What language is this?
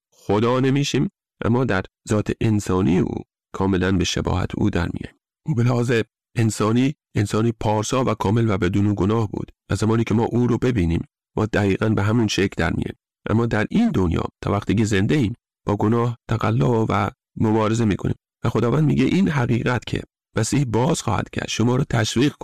Persian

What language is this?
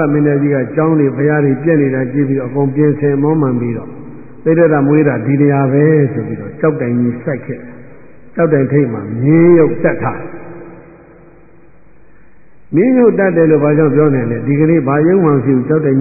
Burmese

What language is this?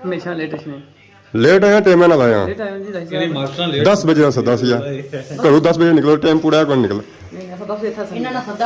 Pahari-Potwari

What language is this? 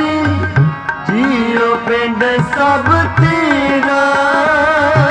Punjabi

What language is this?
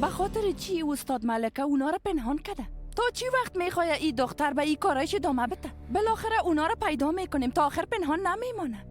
Persian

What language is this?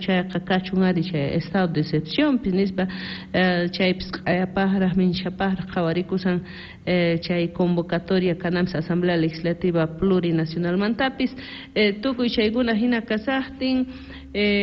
South Bolivian Quechua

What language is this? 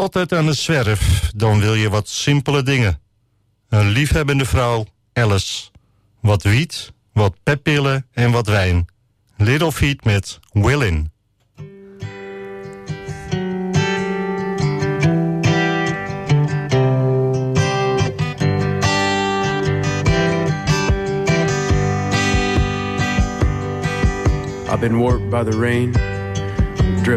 Dutch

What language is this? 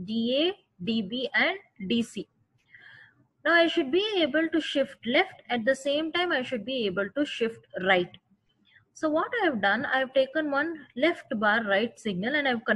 English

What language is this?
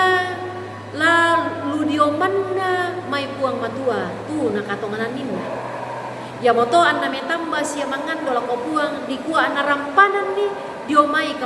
Toraja-Sa'dan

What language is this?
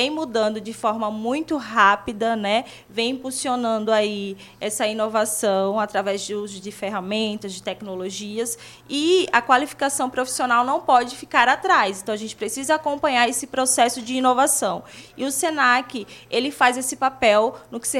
Portuguese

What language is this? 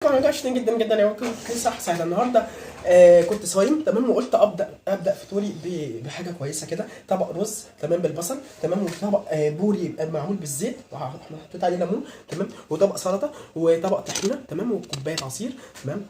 Egyptian Arabic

